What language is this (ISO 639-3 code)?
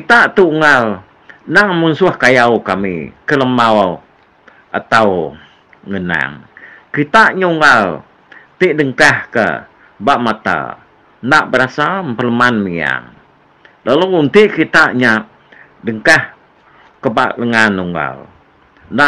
iba